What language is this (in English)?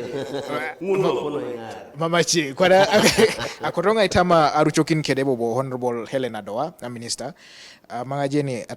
Teso